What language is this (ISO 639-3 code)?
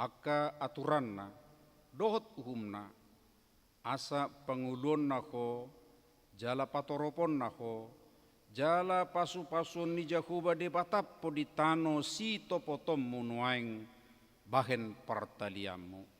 bbc